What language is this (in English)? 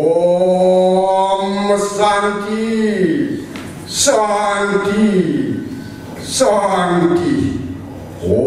Balinese